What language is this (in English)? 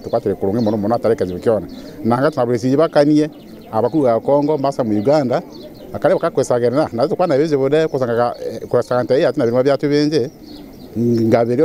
Nyankole